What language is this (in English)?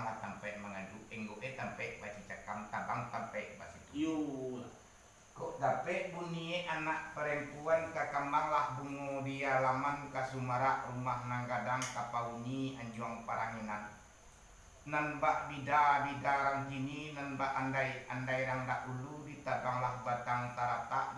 Minangkabau